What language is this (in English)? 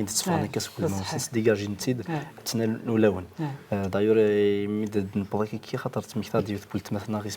Kabyle